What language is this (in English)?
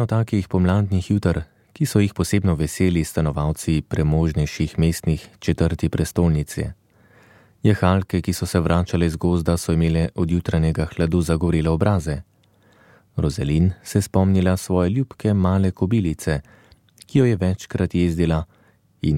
Slovenian